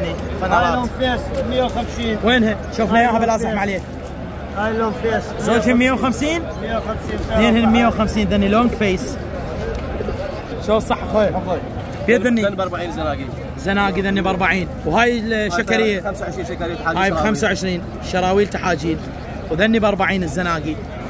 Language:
Mesopotamian Arabic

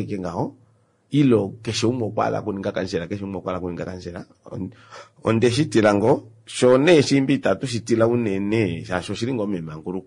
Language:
Kuanyama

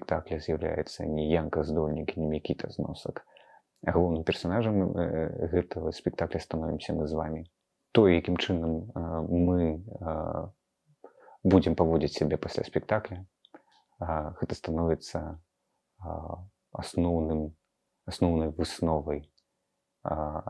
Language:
Belarusian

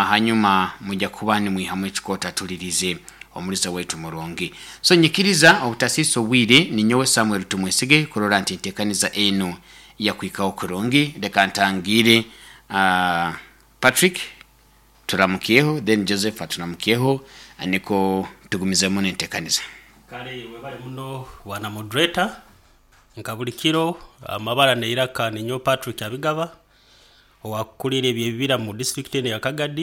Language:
Nyoro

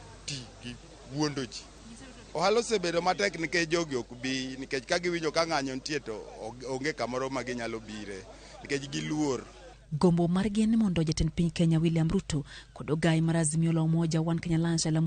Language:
Luo (Kenya and Tanzania)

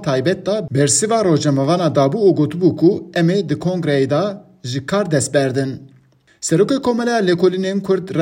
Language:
Kurdish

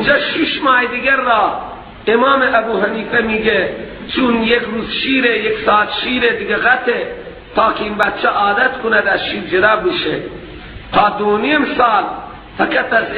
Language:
Persian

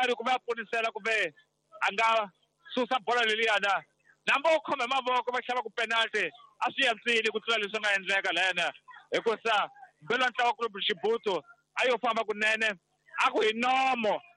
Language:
Tsonga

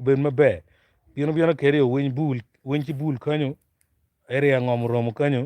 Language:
Acoli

